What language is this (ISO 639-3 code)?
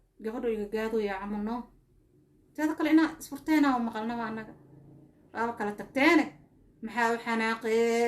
som